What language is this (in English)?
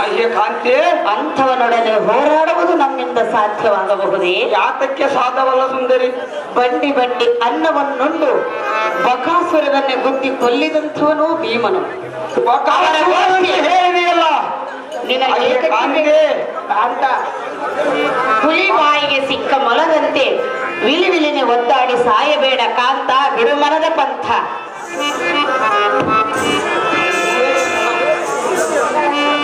Kannada